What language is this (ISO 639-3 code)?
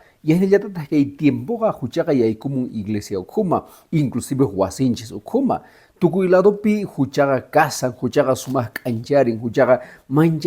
que